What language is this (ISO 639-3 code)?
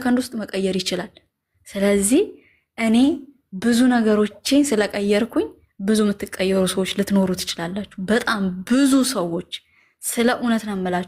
amh